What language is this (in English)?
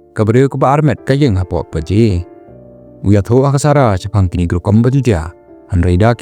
Khasi